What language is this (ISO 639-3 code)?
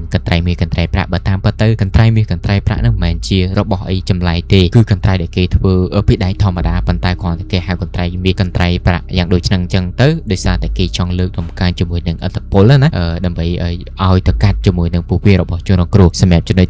khm